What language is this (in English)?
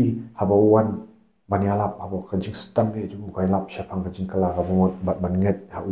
Khasi